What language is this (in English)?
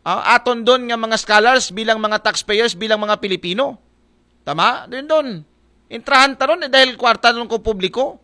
Aklanon